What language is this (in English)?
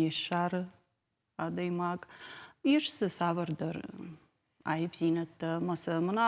Ossetic